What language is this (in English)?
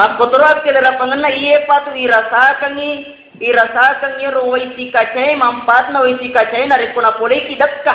Buginese